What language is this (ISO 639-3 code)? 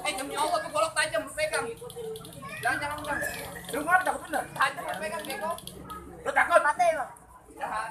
bew